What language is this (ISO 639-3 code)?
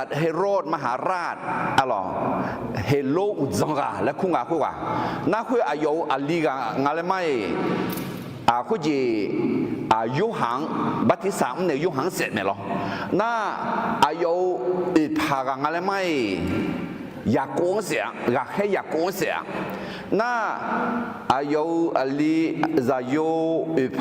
ahk